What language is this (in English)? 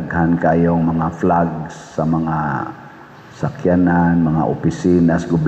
Cebuano